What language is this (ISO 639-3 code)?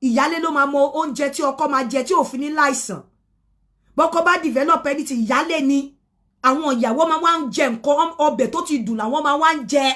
yor